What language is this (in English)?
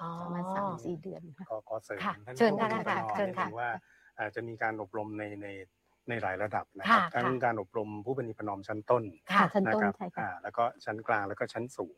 Thai